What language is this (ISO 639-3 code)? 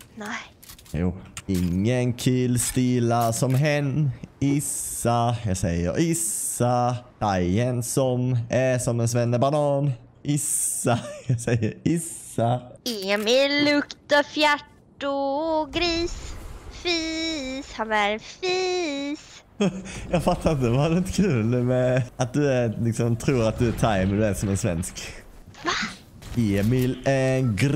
swe